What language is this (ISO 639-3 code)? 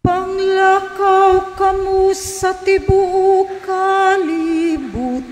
ceb